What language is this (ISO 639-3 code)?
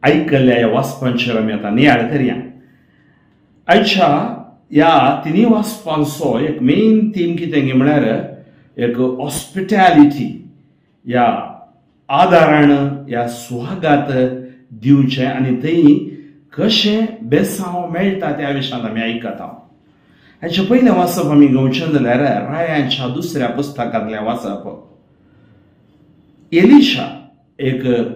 kok